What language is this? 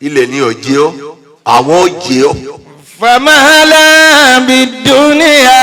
Yoruba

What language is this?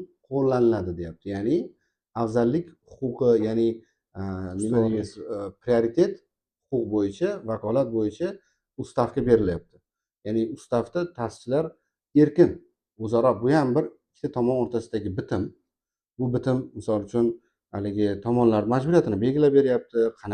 Uzbek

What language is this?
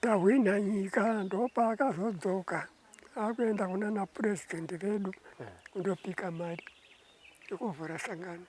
Shona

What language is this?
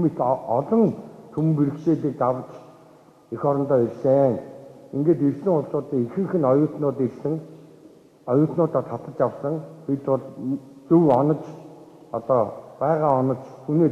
Mongolian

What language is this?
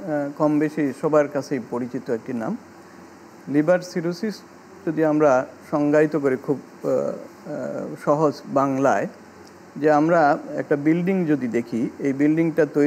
Bangla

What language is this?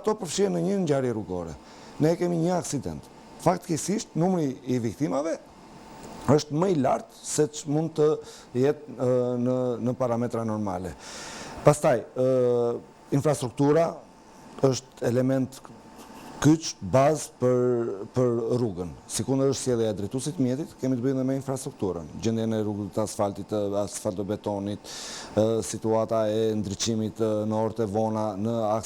Albanian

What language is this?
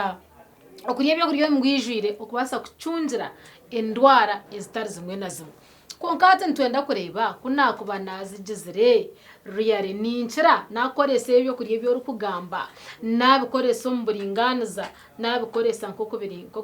Nyankole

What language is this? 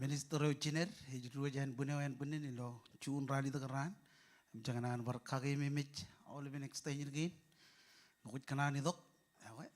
Marshallese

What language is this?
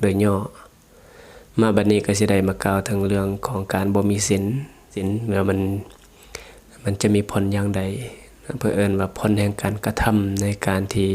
Lao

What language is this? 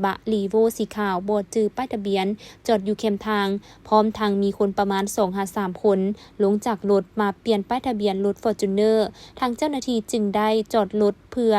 Lao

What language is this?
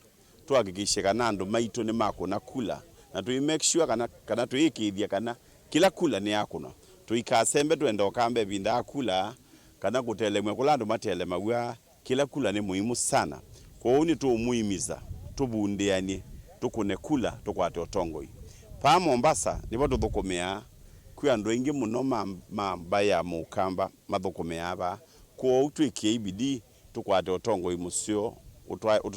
Kamba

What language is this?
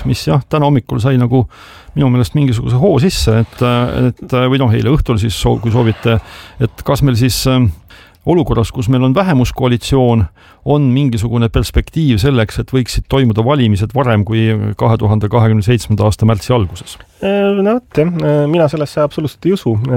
Estonian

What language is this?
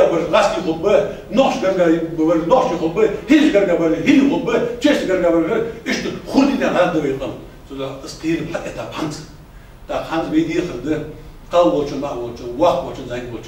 Ingush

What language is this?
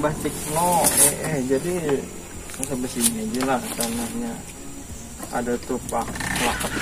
Banjar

